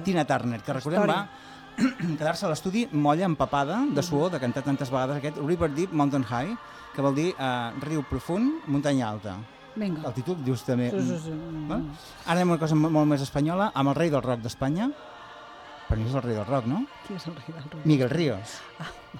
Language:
Catalan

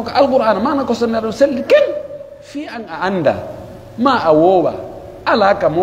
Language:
Pular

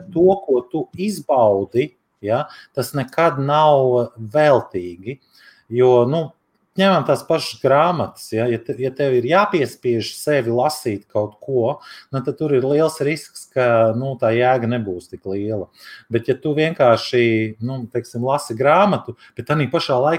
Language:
Latvian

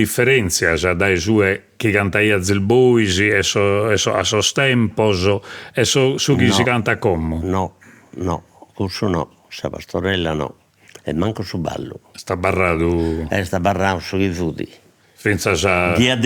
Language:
Sardinian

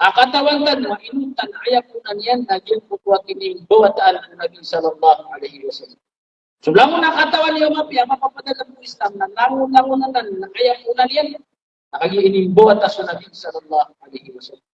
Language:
Maranao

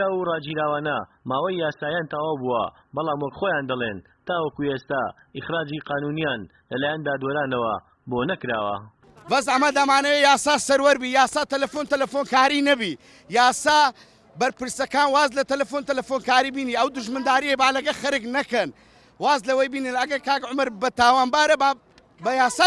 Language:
Central Kurdish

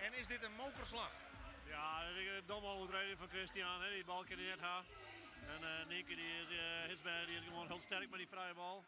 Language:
Western Frisian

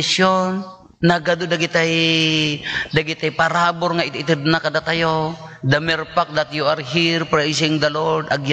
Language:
Iloko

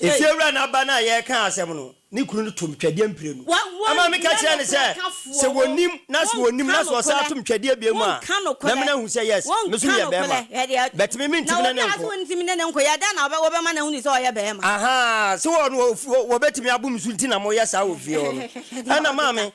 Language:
Akan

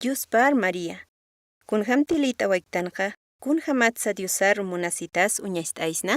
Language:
Aymara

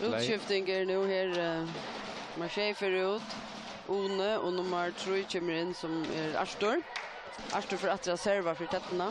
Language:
Faroese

